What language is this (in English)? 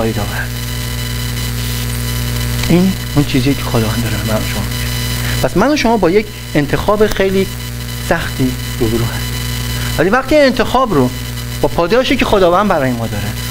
Persian